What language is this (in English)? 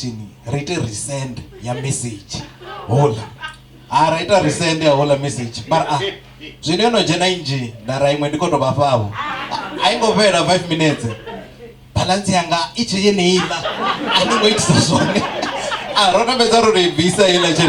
Venda